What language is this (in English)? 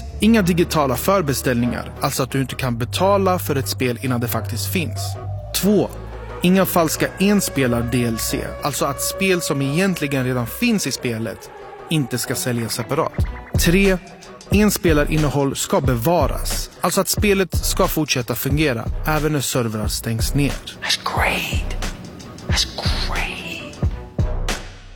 Swedish